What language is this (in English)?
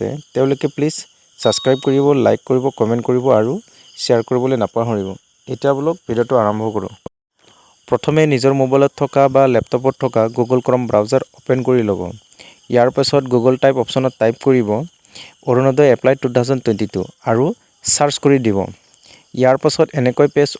Assamese